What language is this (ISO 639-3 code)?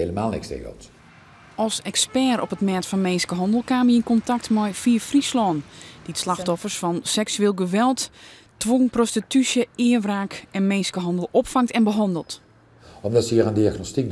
fry